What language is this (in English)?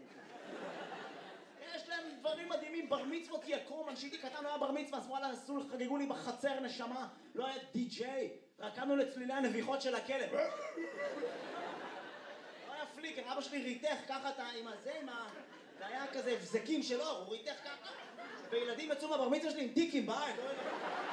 Hebrew